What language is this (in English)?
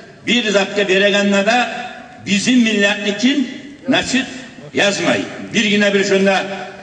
Kumyk